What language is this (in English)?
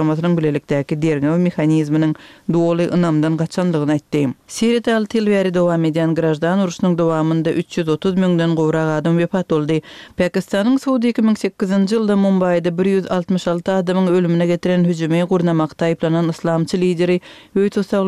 Turkmen